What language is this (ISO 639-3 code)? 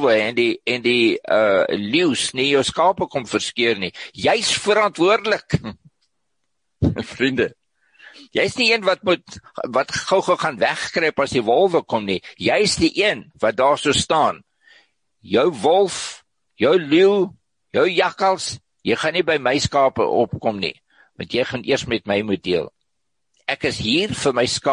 afr